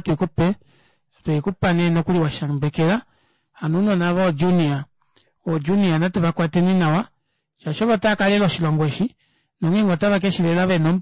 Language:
Kuanyama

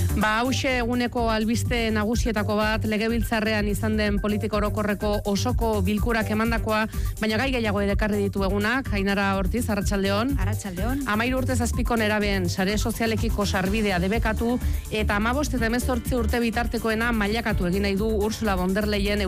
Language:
Basque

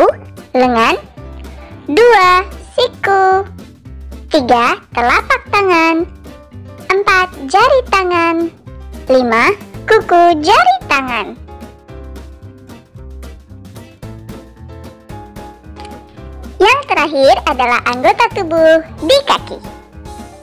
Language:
Indonesian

